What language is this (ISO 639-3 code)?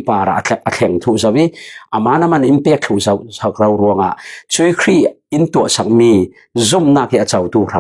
cfm